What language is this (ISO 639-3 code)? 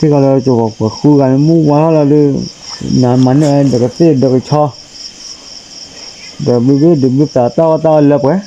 ksw